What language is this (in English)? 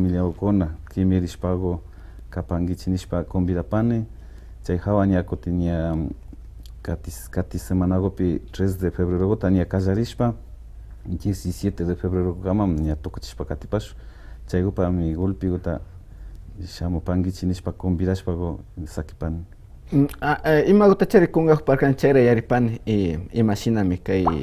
Imbabura Highland Quichua